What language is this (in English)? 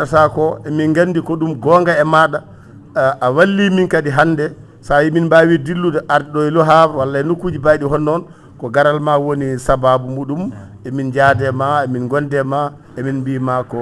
Fula